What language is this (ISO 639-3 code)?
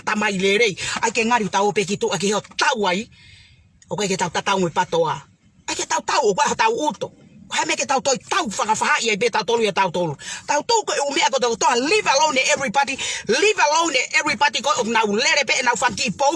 ton